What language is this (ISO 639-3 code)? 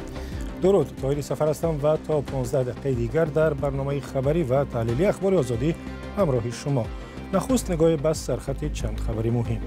tgk